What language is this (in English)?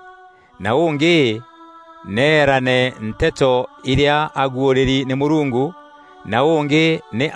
Meru